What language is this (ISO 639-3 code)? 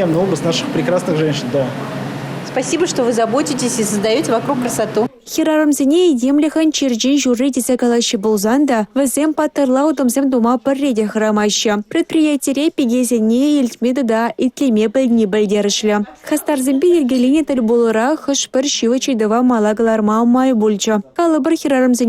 chv